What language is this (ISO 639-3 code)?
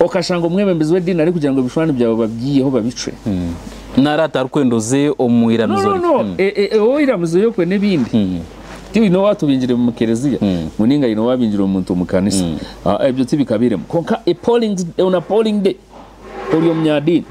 nyn